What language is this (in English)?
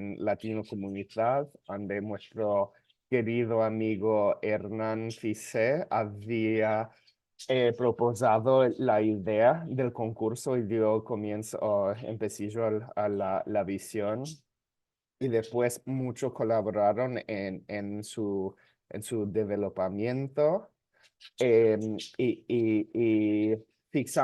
Ladino